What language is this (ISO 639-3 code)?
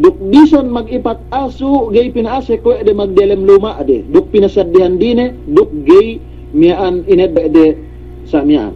yka